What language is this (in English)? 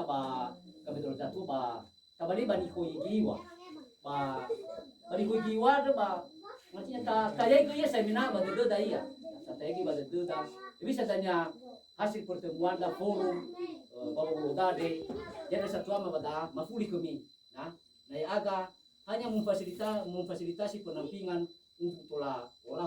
Nias